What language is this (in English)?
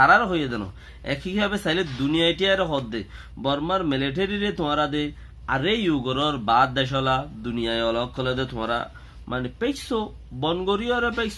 Rohingya